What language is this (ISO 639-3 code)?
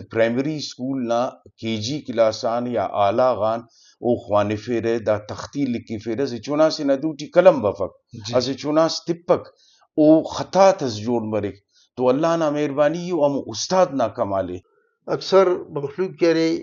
brh